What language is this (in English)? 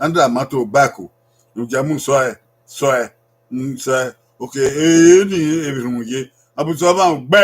Bini